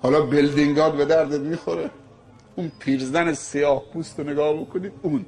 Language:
Tajik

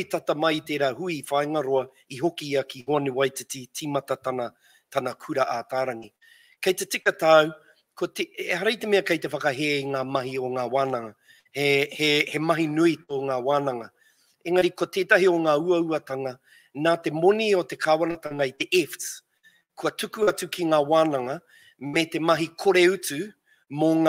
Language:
Māori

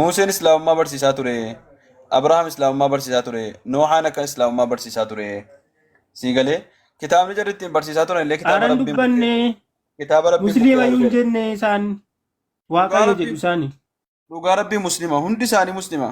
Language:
Oromo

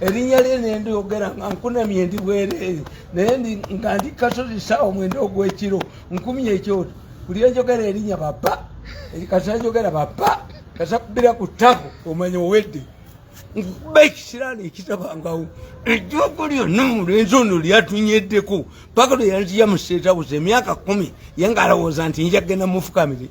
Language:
Ganda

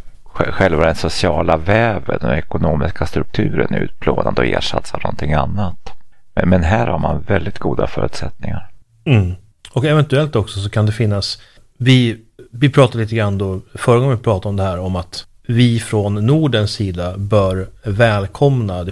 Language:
Swedish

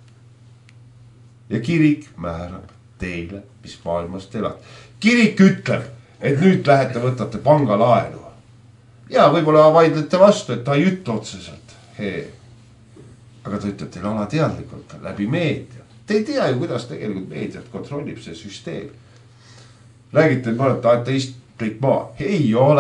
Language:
Estonian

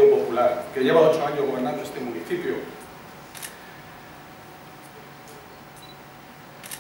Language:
Spanish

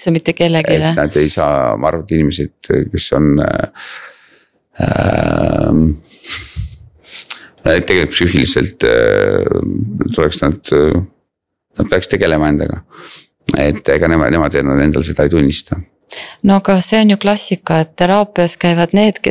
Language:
Estonian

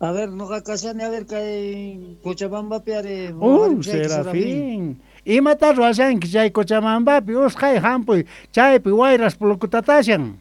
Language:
Quechua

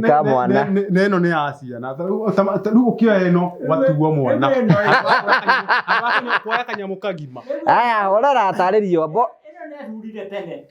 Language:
Kikuyu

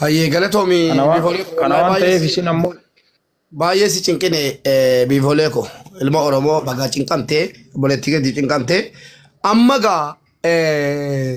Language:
Oromo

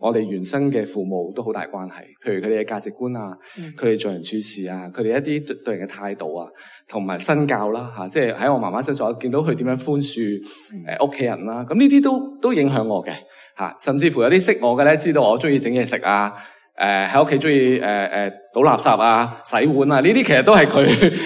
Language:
Cantonese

